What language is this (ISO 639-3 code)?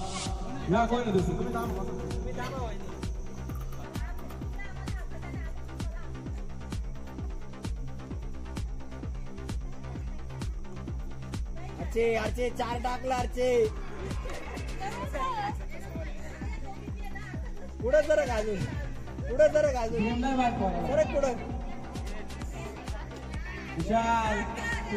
mar